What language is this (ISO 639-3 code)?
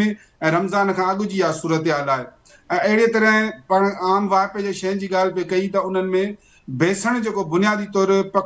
snd